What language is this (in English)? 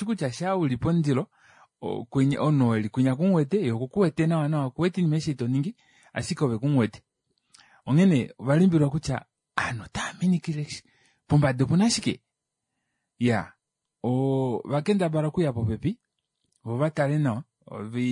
Kuanyama